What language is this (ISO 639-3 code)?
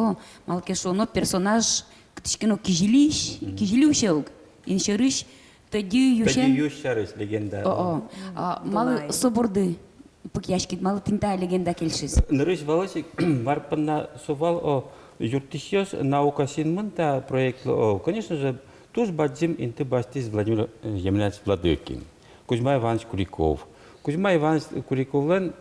udm